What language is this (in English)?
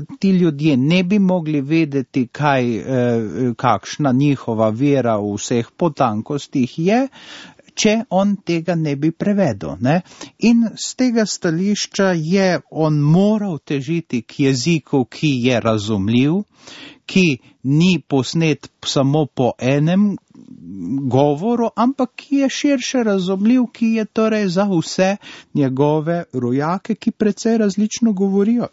Slovenian